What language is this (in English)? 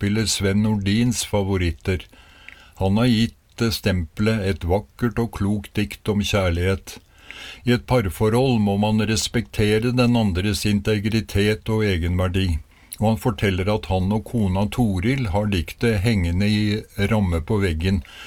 Norwegian